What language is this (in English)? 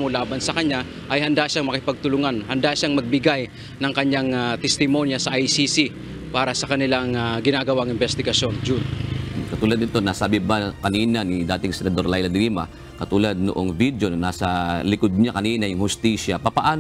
Filipino